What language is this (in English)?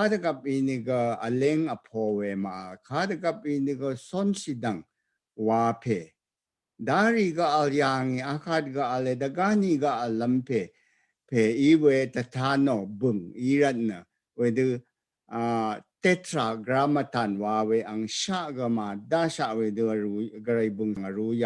Rawang